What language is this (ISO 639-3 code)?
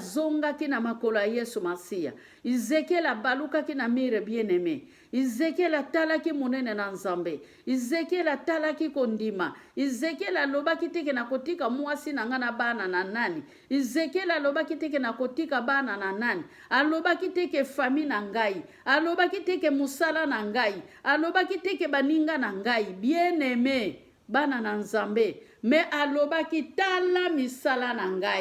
lin